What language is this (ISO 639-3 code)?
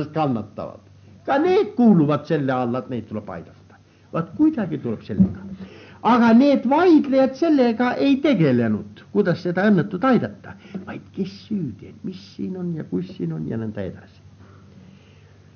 est